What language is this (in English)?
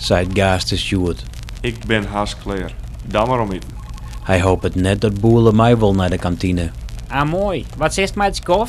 Western Frisian